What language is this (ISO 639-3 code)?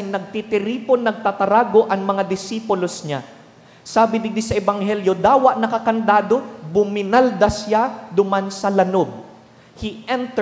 bik